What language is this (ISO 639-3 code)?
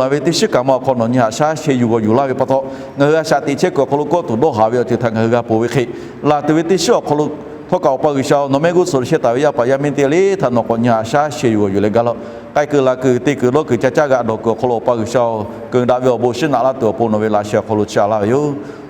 lhu